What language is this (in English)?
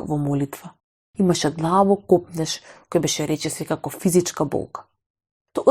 Macedonian